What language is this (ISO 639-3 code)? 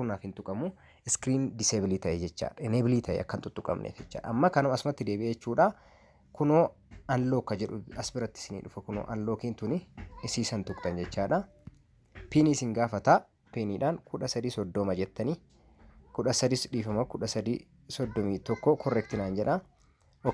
orm